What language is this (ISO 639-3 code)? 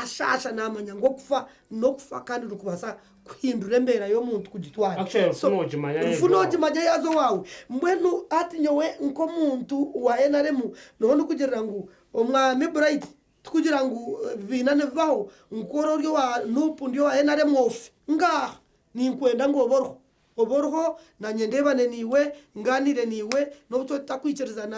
nyn